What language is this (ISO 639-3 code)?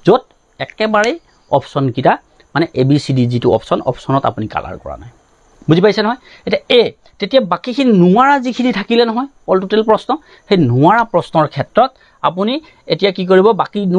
asm